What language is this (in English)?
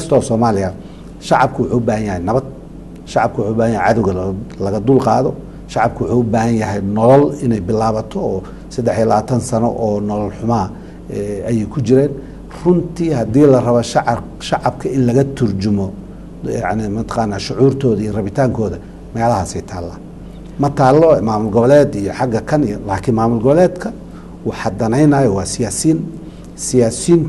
Somali